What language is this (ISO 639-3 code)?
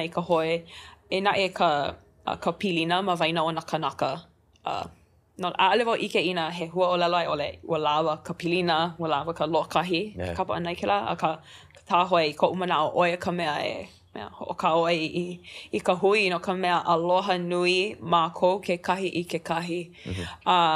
haw